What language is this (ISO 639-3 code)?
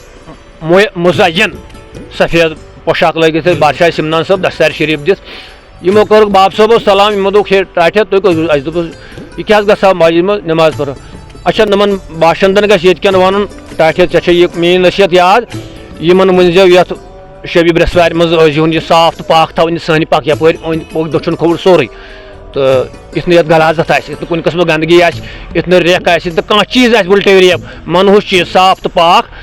kas